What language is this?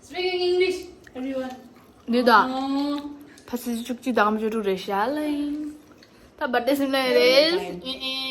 Tibetan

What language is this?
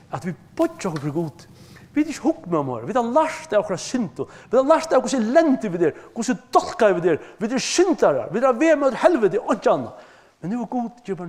Faroese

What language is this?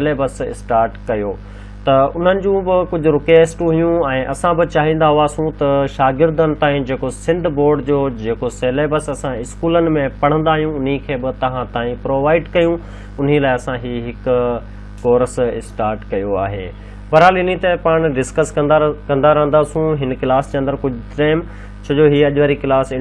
Sindhi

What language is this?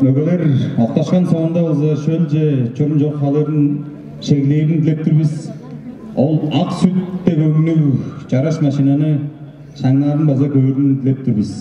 Tuvinian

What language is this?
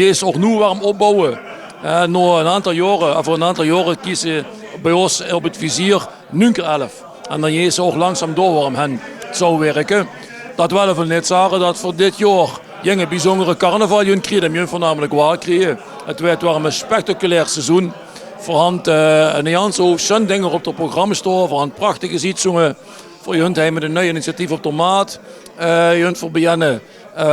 Limburgish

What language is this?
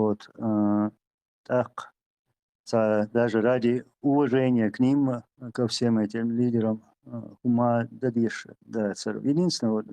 Chechen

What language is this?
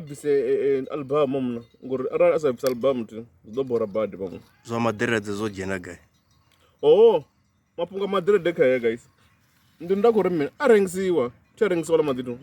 Venda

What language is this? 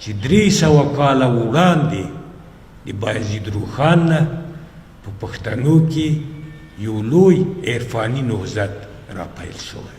Pashto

